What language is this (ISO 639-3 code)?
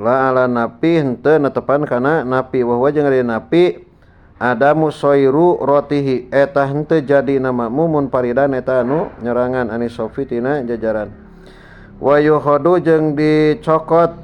sun